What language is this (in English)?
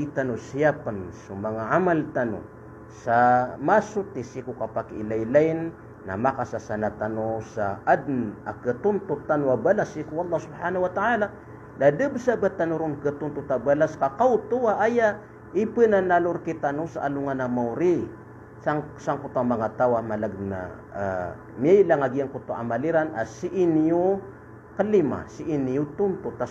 Maranao